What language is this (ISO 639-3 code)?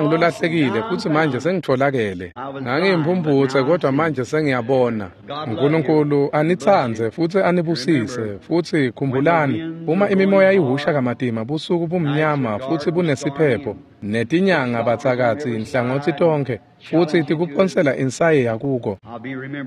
ssw